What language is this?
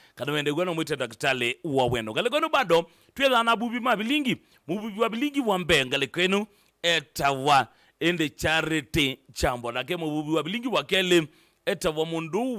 Kamba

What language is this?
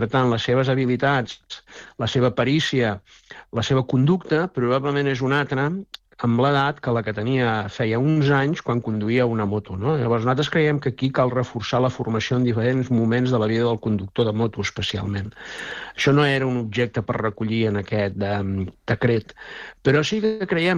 Catalan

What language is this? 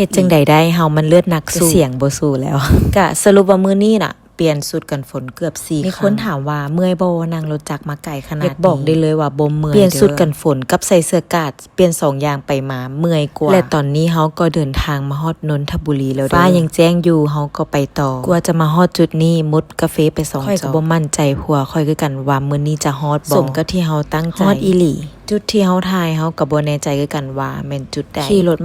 Lao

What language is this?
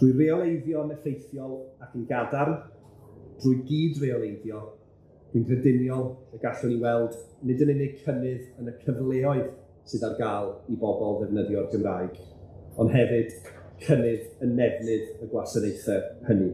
Welsh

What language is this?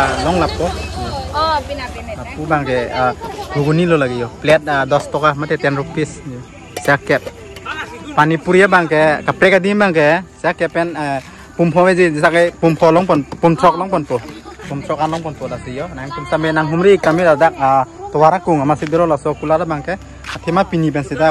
Karbi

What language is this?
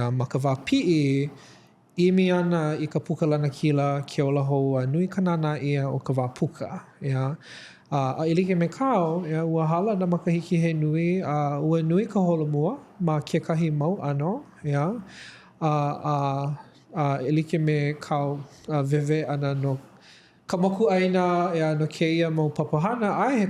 Hawaiian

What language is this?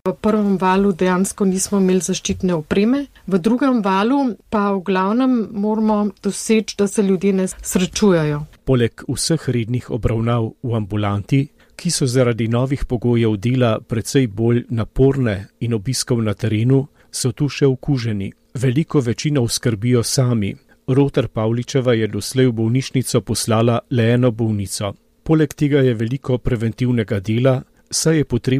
Slovenian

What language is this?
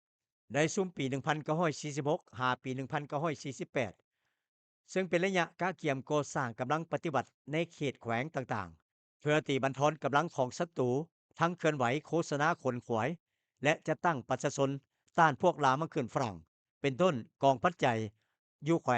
Lao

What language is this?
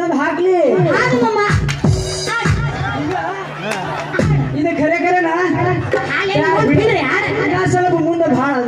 Kannada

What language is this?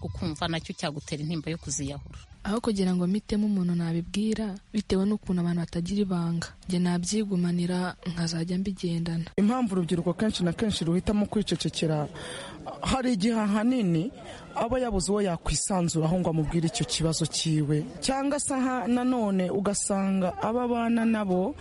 Kinyarwanda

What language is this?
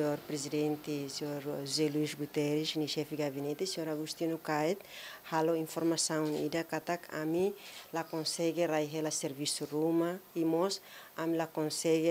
Tetum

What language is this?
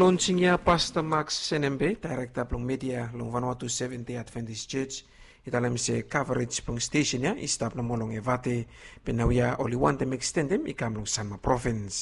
Bislama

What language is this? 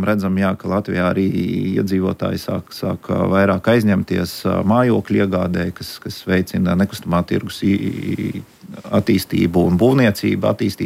Latvian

